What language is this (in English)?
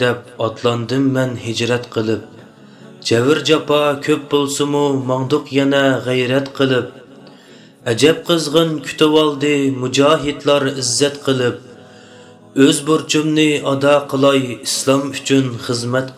Uyghur